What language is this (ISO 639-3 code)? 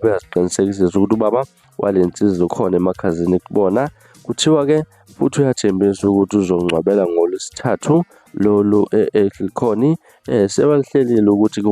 zul